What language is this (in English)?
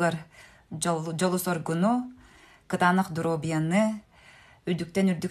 Yakut